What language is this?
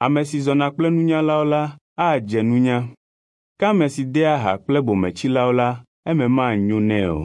Ewe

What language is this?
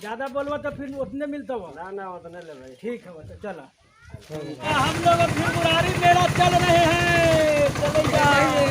Magahi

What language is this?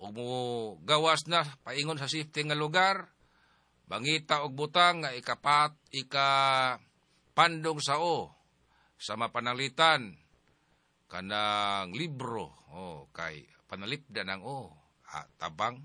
Cebuano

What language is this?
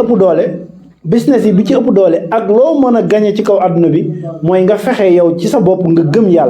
Wolof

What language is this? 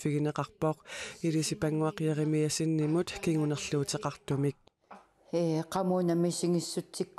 Kalaallisut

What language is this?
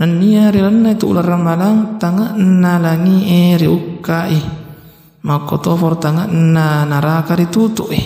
Buginese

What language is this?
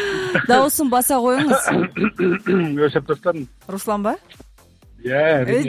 Kazakh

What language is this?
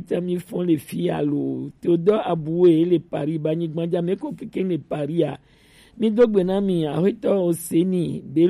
Gen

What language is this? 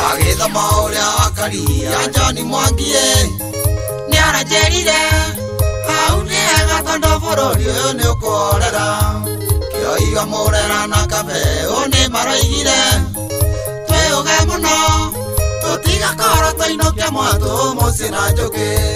Kikuyu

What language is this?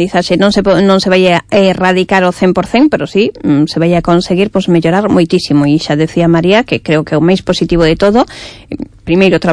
Galician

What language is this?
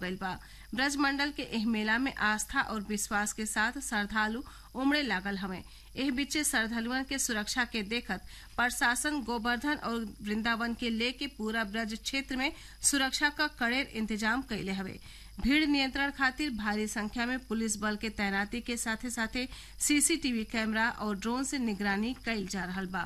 Bhojpuri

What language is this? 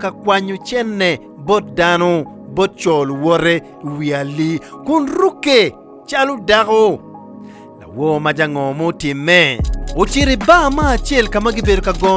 Acoli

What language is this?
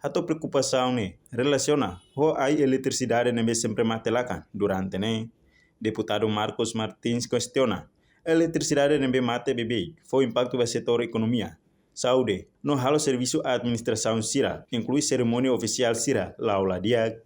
Tetum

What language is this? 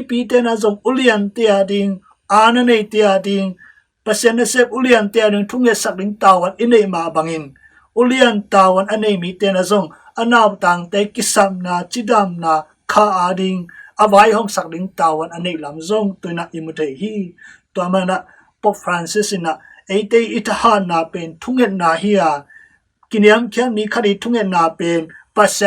Tedim Chin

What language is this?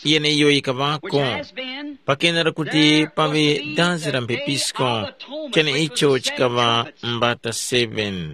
Tumbuka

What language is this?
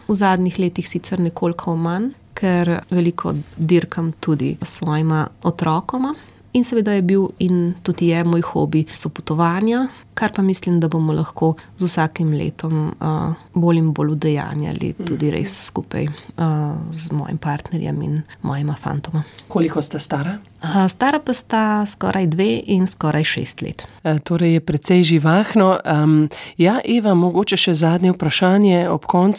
Slovenian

